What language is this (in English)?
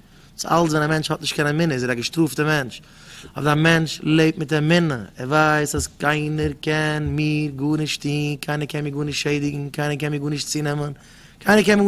Yiddish